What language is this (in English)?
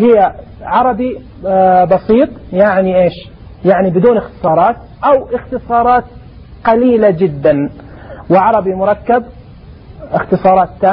Najdi Arabic